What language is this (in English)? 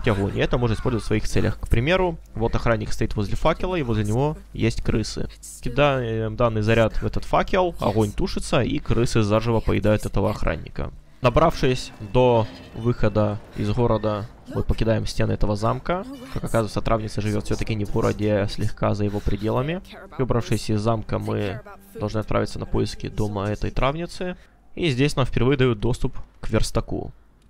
Russian